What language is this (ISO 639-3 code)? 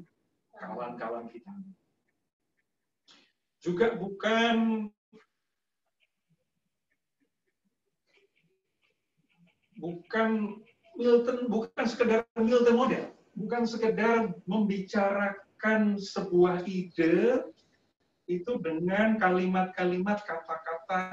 ind